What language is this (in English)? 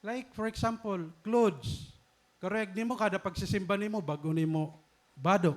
Waray